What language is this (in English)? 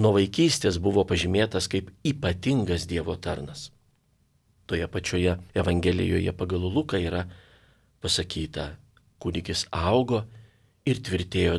Lithuanian